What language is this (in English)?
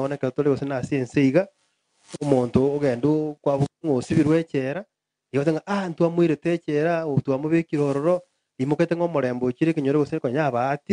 Gusii